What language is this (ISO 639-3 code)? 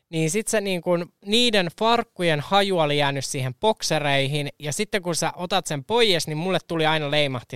fin